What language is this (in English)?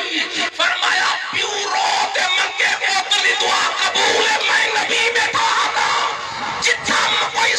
Saraiki